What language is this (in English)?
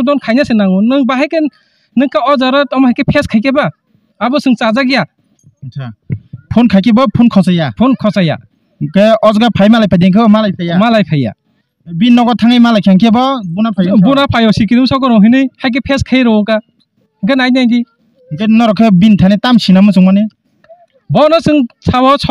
Kok Borok